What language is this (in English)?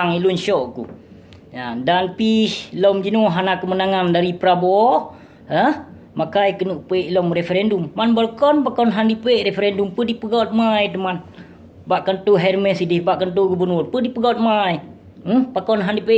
Achinese